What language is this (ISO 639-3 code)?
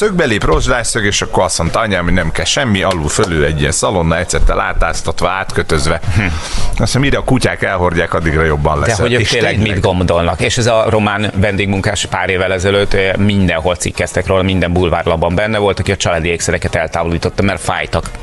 hun